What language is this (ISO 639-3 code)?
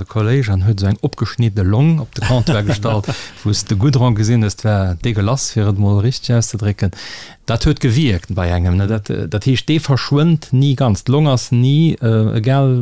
ltz